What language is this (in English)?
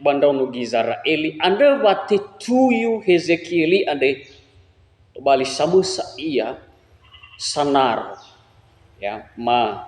Nias